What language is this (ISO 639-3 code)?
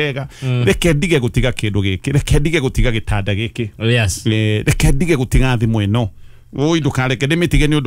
kik